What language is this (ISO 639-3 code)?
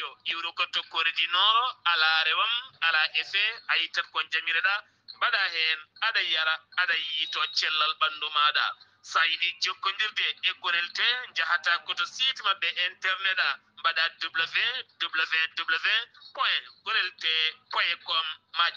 ful